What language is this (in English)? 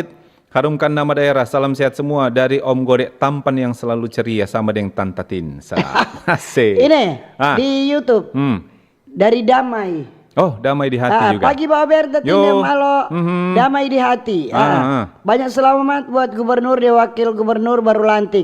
Manado Malay